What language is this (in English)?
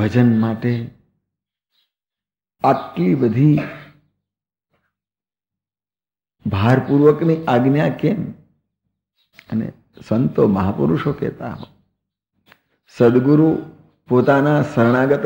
Gujarati